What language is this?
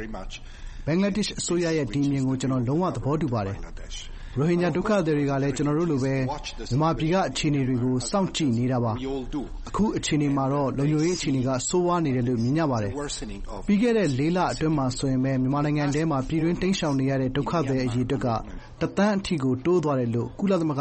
Burmese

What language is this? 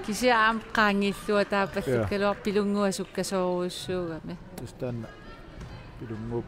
Kalaallisut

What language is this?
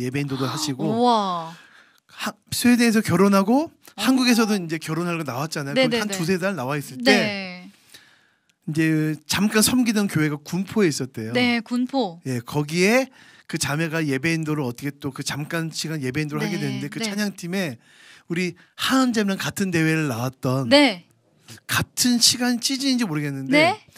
Korean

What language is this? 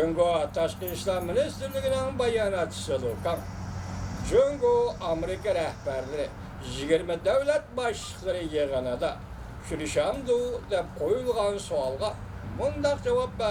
Uyghur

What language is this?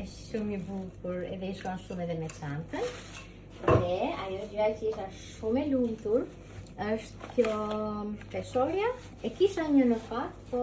Albanian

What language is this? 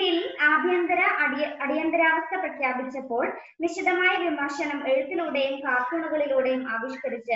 Malayalam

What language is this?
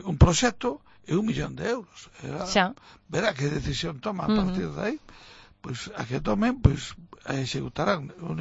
Galician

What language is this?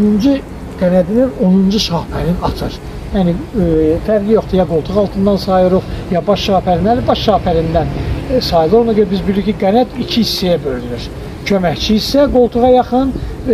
Azerbaijani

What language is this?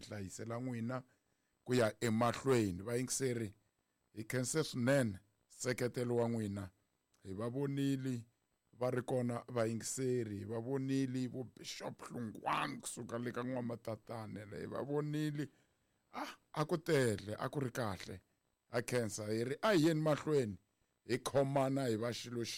Tsonga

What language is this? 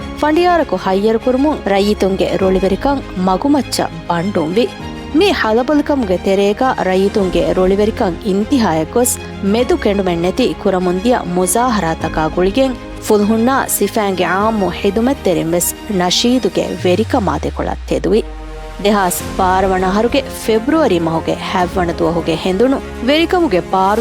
Divehi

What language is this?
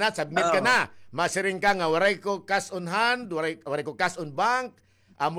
Waray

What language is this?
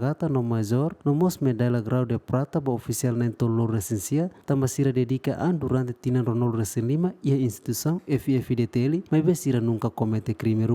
Tetum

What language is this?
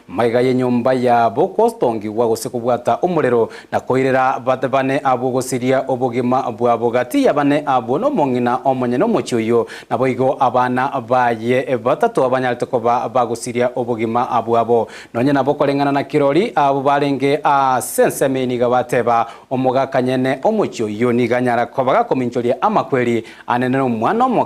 Gusii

